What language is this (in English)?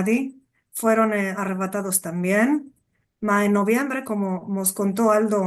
Ladino